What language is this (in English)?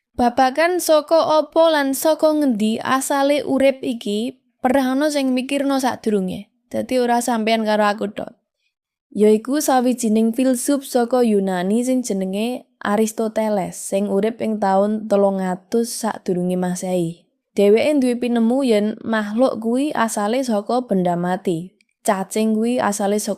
Javanese